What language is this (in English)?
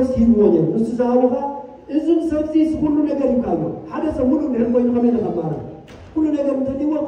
Tigrinya